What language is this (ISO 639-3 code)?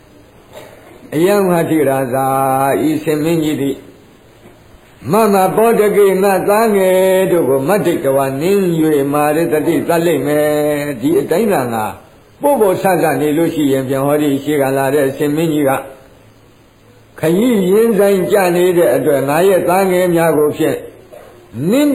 mya